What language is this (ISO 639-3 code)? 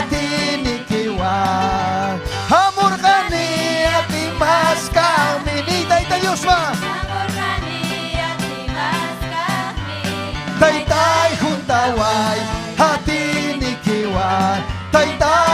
quy